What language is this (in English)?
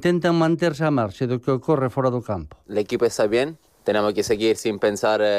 Galician